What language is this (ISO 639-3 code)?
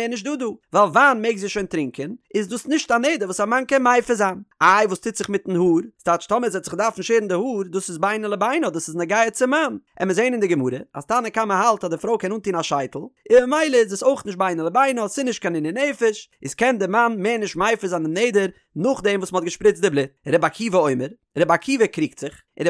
yid